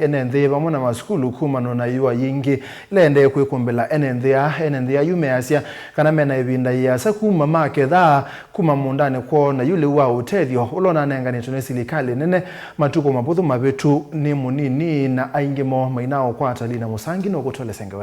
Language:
Kamba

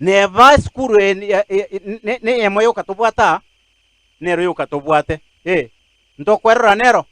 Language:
Gusii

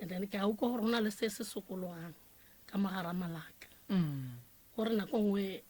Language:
Northern Sotho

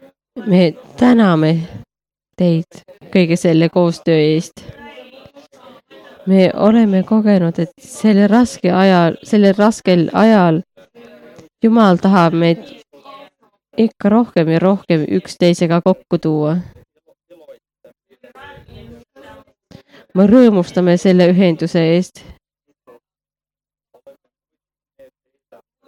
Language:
Estonian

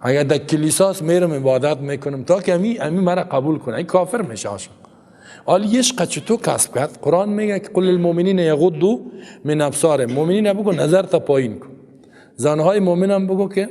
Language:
Persian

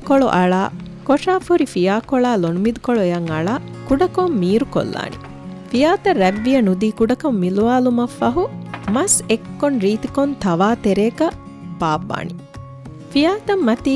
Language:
Divehi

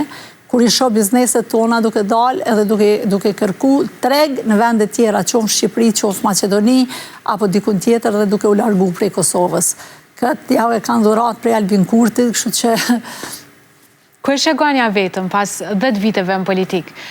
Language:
Albanian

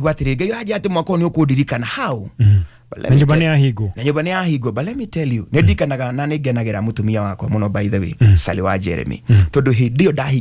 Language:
Kikuyu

